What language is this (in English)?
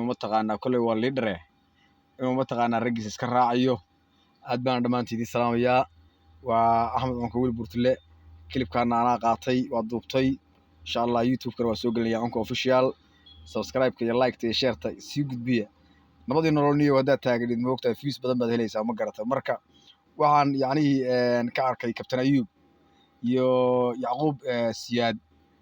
Somali